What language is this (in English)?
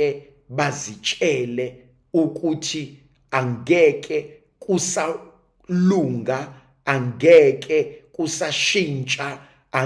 Zulu